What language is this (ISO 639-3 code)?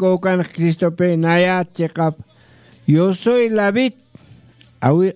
aym